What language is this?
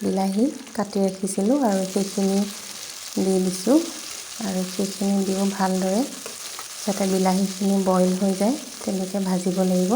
Assamese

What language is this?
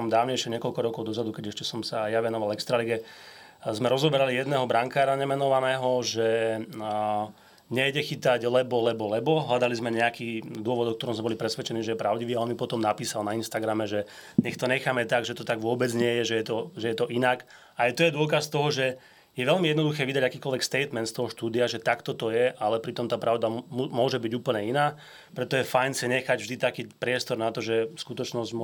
Slovak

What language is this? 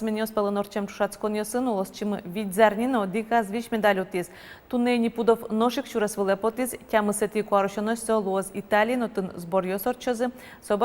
Udmurt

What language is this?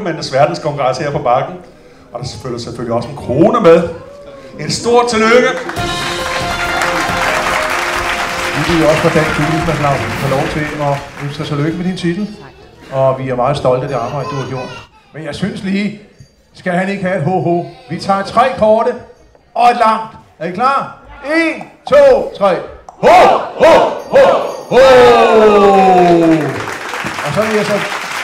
Danish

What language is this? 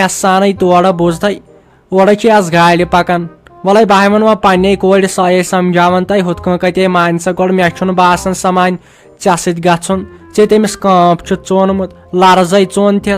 Kashmiri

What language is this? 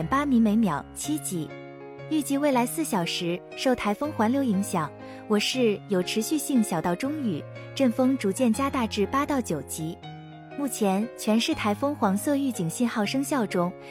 Chinese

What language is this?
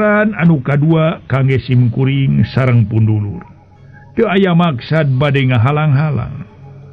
Sundanese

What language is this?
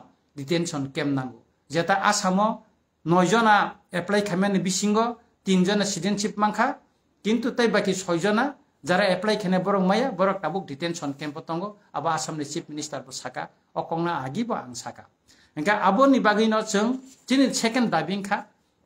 Kok Borok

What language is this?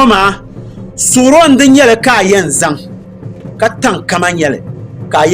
Dagbani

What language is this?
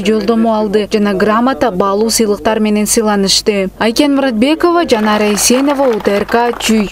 Kyrgyz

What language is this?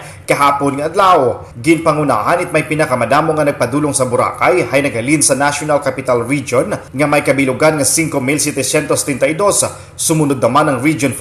Hiligaynon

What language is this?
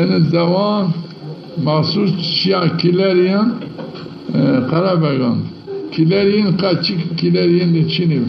Zaza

